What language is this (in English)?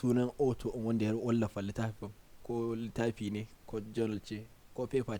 Hausa